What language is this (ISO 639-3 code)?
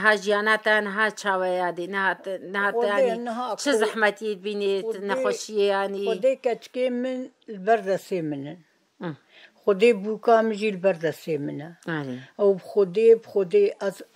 kur